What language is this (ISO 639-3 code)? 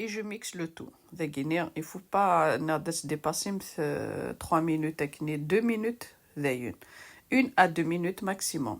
kab